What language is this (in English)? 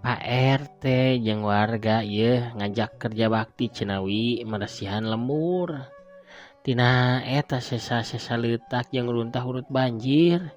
Sundanese